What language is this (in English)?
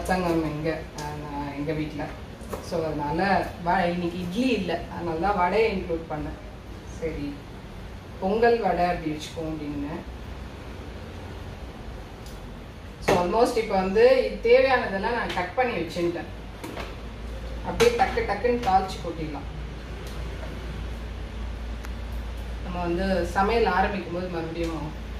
Tamil